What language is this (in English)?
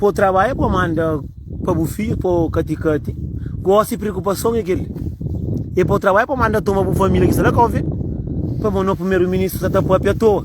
Kabuverdianu